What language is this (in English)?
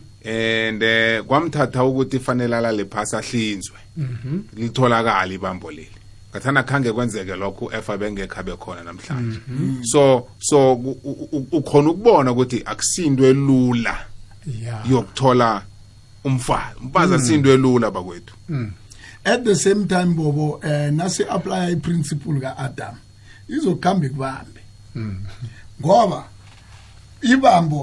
South Ndebele